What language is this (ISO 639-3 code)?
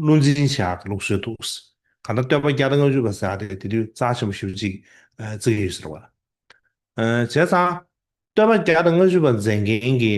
bod